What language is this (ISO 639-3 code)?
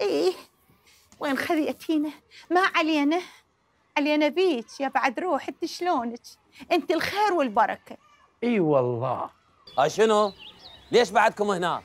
acm